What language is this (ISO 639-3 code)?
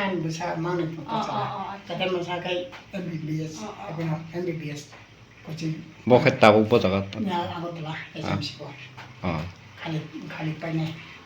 trp